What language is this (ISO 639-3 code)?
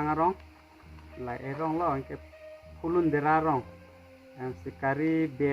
mjw